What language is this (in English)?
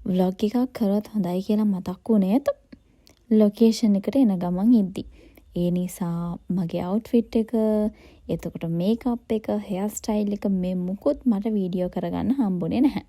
Sinhala